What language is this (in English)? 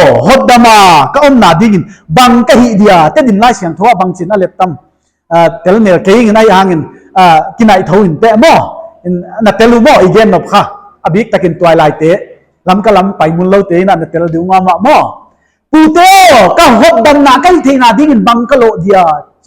Paite Chin